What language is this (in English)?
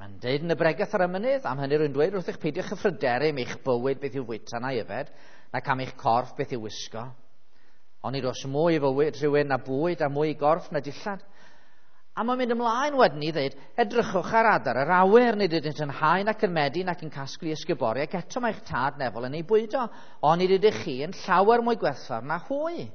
Welsh